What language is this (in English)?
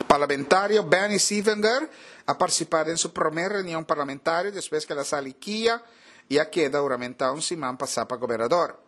Papiamento